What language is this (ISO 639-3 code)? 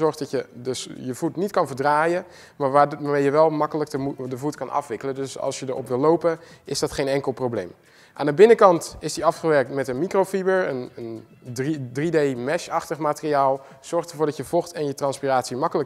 nld